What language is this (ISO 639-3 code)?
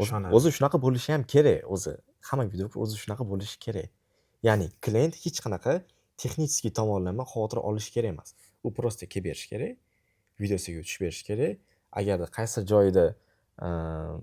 uzb